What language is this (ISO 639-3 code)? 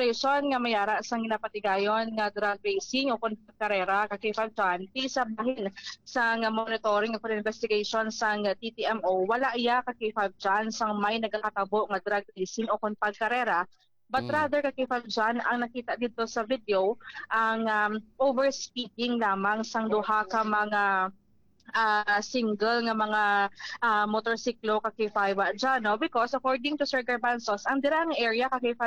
hil